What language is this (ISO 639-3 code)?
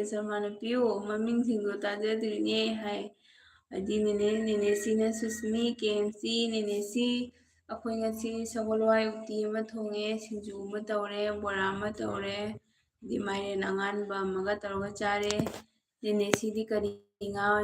mni